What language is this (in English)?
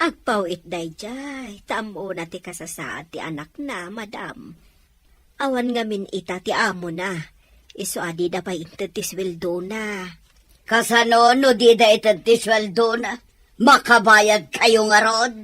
Iloko